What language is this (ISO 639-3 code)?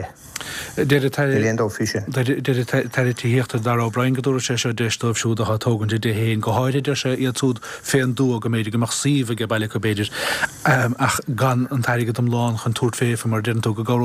gle